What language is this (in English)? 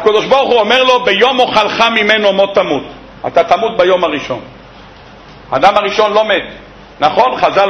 Hebrew